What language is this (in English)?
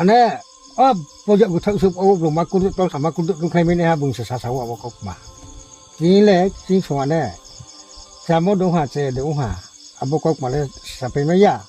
Riang (India)